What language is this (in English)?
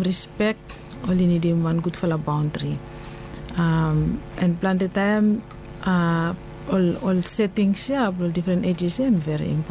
Bislama